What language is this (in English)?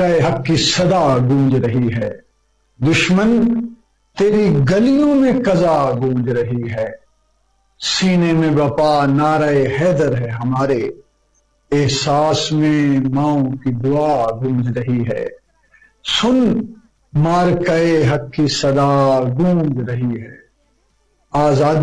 Urdu